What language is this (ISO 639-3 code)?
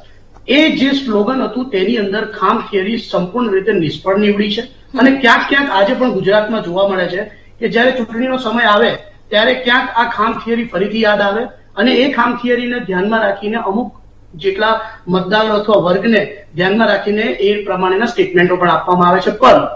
guj